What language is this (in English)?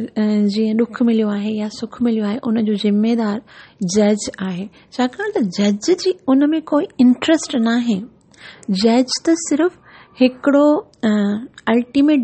Sindhi